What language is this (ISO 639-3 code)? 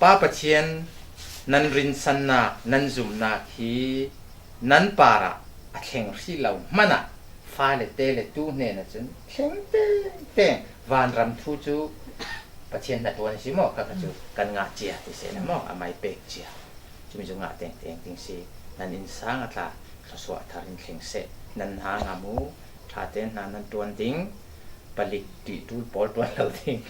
cfm